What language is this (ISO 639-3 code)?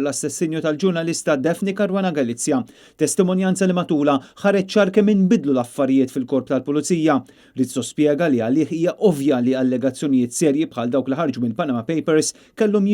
mlt